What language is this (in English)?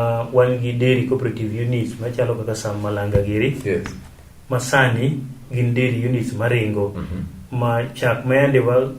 Luo (Kenya and Tanzania)